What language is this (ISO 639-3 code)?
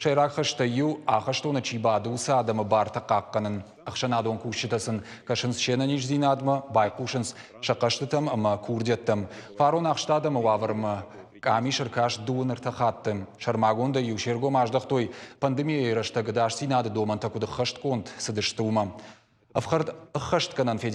oss